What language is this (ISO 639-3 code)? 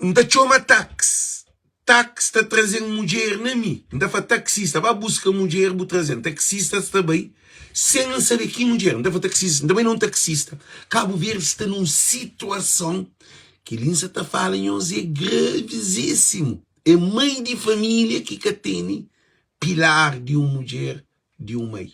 kea